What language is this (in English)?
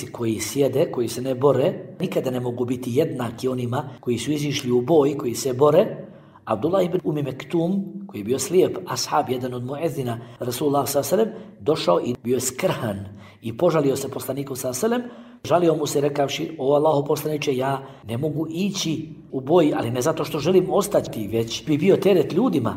Bosnian